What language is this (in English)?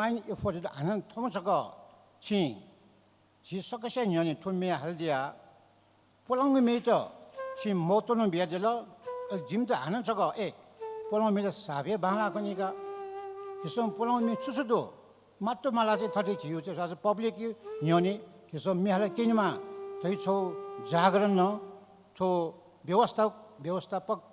Newari